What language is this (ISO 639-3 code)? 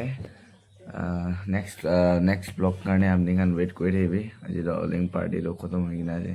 nag